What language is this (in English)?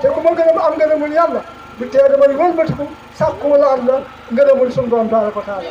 Wolof